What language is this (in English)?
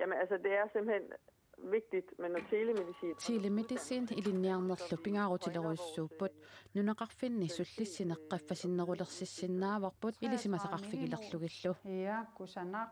Kalaallisut